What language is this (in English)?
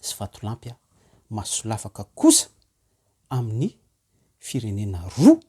Malagasy